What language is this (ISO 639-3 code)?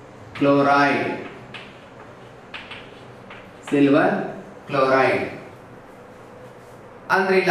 kan